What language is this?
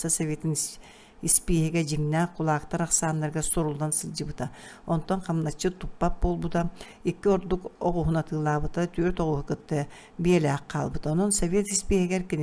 Yakut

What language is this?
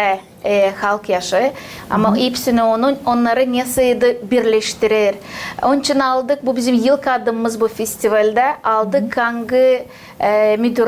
Gagauz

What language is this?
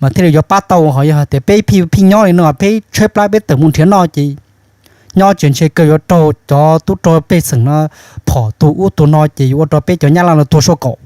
Hmong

